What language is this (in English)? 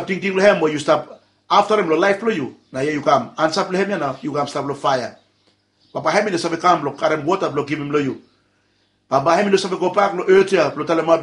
Bislama